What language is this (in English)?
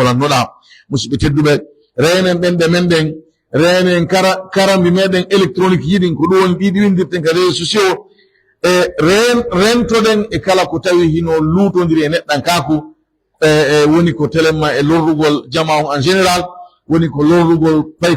Pular